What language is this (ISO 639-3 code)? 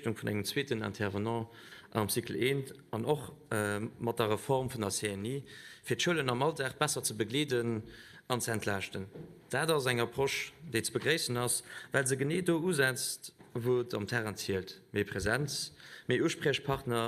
ltz